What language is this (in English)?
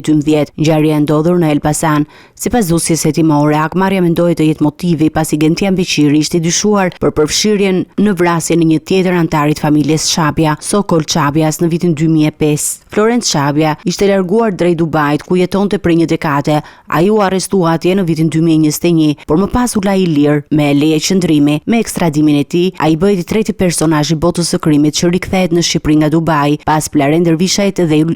Albanian